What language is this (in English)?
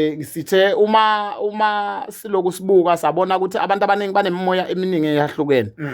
Zulu